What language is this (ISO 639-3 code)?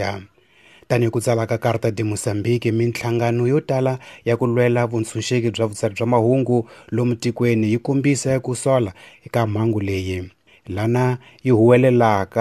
tso